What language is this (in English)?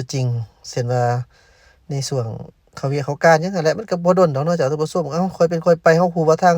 Lao